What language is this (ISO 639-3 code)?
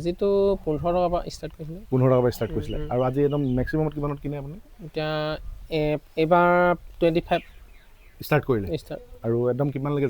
asm